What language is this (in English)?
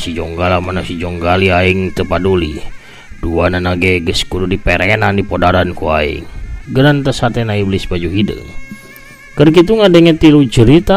Sundanese